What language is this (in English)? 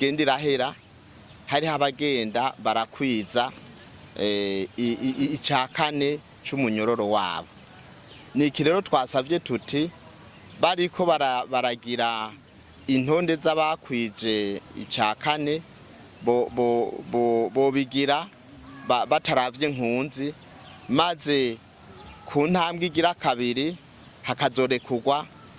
Rundi